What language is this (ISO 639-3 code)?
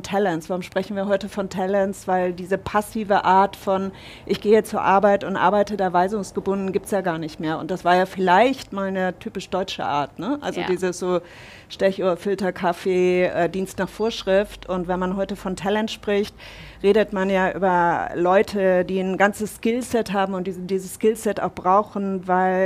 deu